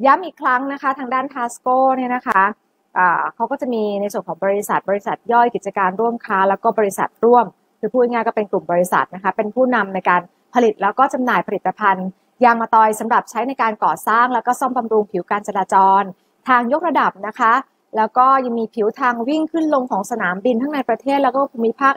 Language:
Thai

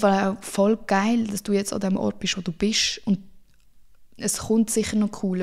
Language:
Swiss German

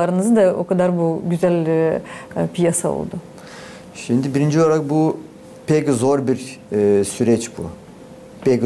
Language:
Gagauz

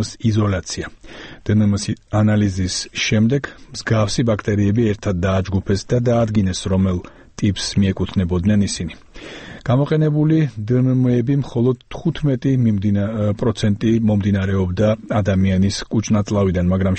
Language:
Georgian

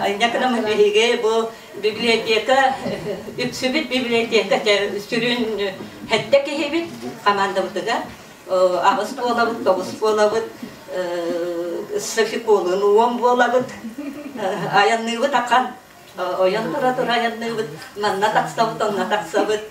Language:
Yakut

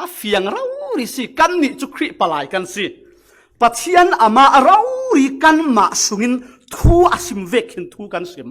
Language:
Falam Chin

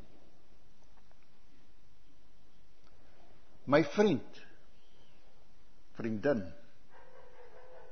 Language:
Afrikaans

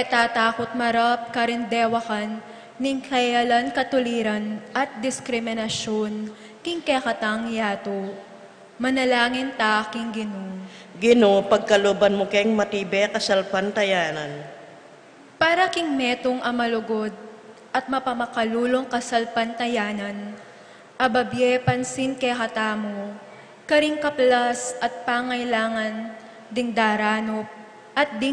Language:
Pampanga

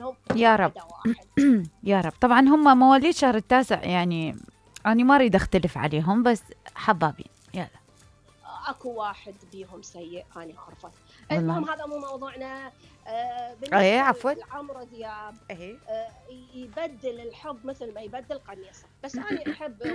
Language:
Mesopotamian Arabic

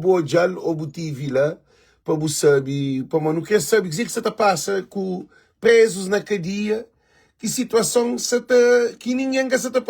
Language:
Kabuverdianu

